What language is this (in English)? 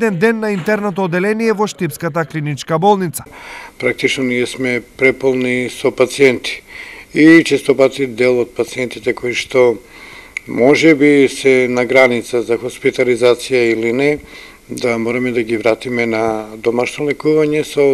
Macedonian